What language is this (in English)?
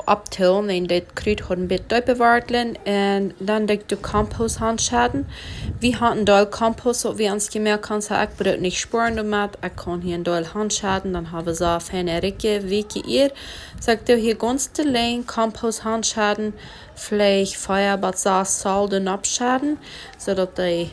Plautdietsch